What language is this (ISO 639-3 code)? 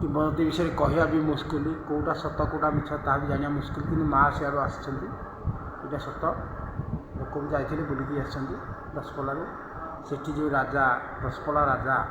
ori